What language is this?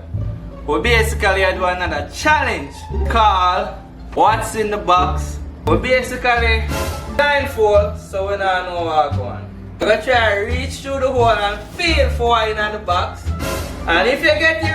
Jamaican Creole English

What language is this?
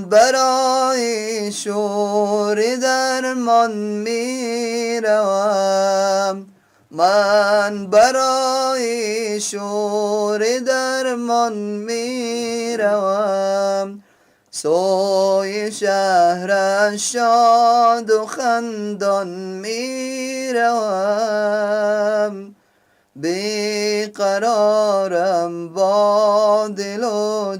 Persian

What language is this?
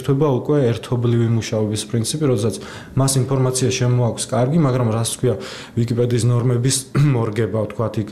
Georgian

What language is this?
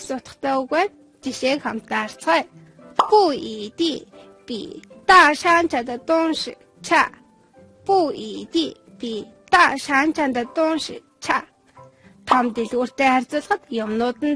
Mongolian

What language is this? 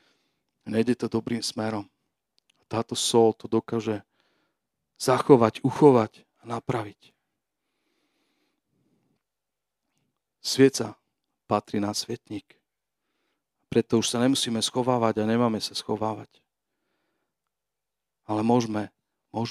Slovak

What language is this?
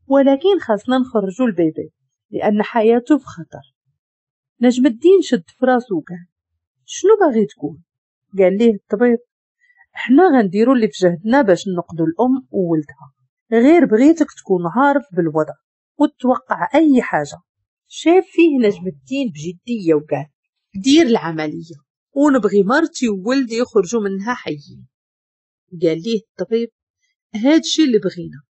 Moroccan Arabic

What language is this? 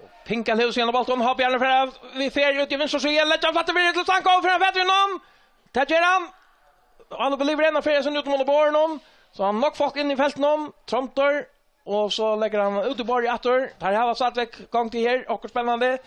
Faroese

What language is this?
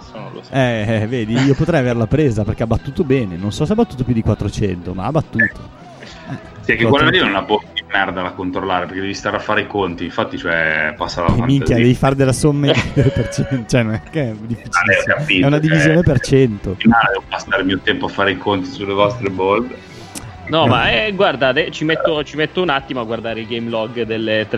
Italian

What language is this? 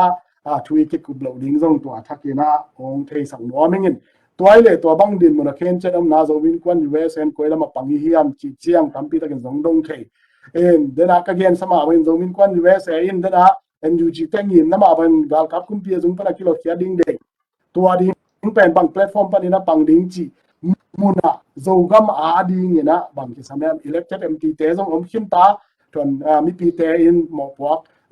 Tedim Chin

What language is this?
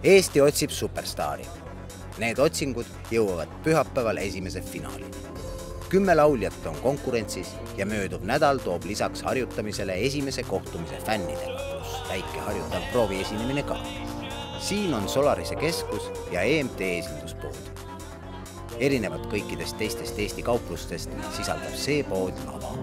Estonian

